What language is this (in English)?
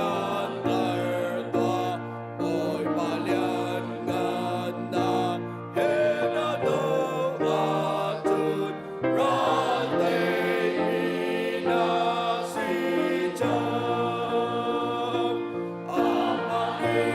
Hakha Chin